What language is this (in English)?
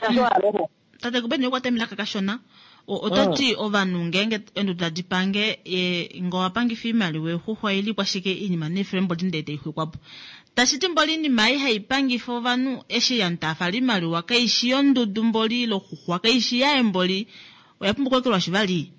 Kuanyama